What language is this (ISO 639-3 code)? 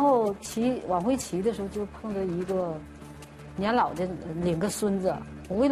zho